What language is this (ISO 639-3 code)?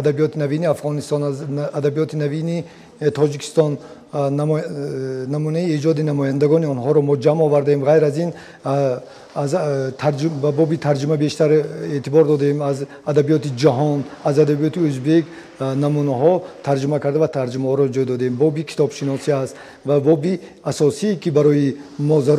tgk